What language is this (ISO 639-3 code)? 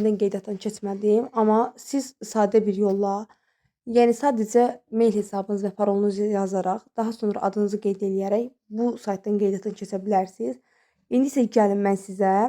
aze